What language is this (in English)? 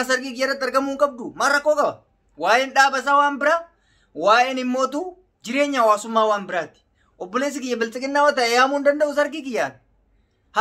Oromo